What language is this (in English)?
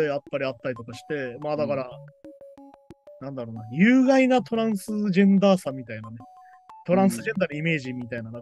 Japanese